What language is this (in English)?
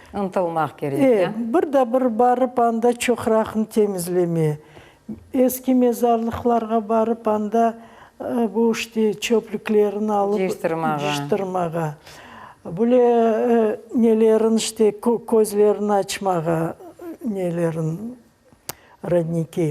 Crimean Tatar